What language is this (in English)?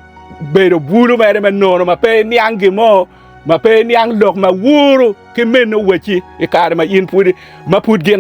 Acoli